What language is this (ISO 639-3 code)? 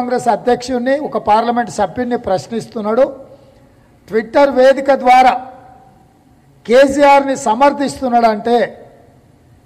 tel